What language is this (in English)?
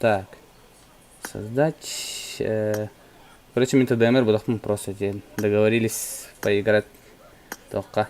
Yakut